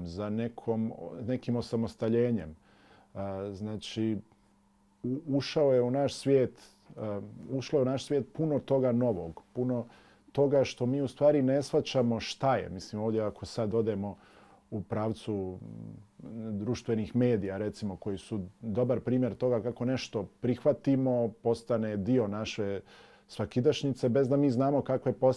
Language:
Bosnian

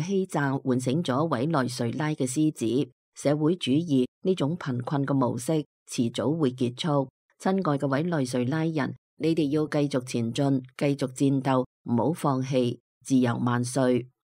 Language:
Cantonese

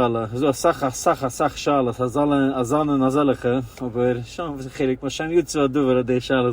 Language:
Yiddish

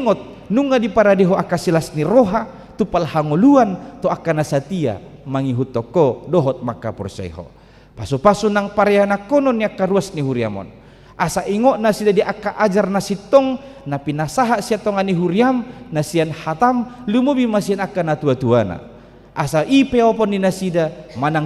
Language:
Batak Toba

